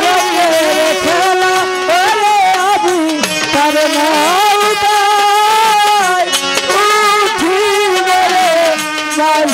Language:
Bangla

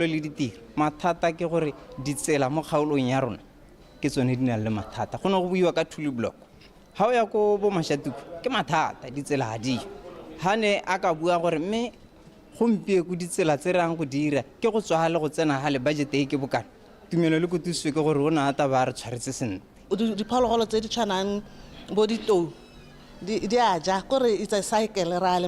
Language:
Tswana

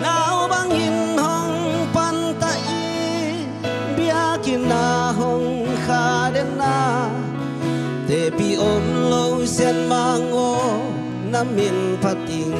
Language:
Tedim Chin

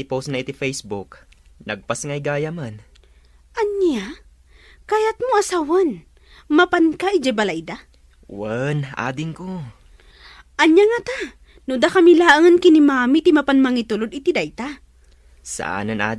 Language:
Iloko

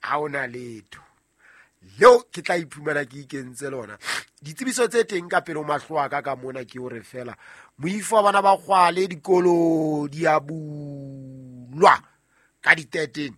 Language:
Southern Sotho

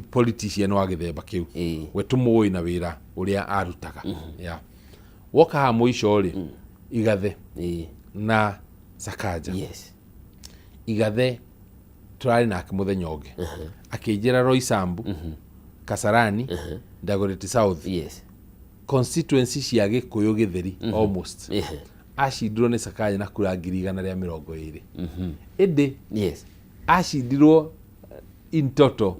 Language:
Kikuyu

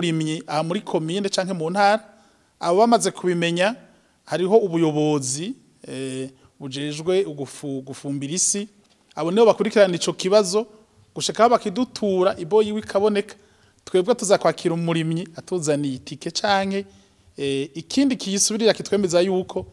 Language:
Rundi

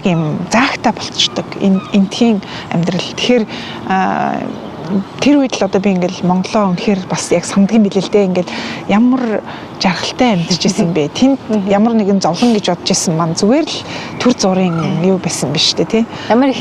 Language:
Mongolian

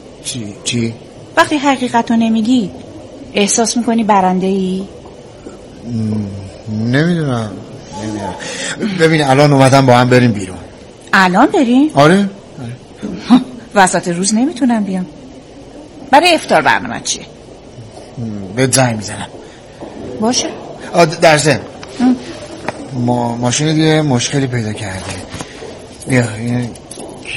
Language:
Persian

